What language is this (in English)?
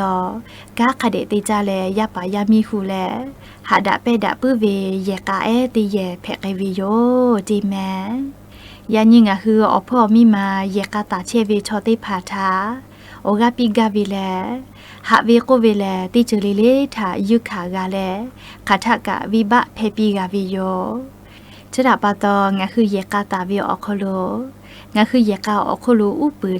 Lahu